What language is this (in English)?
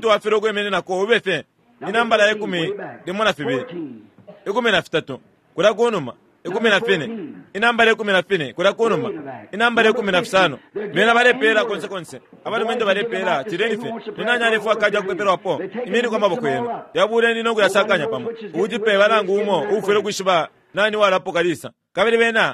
Bemba